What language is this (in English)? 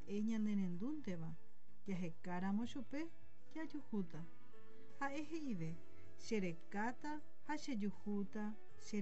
Guarani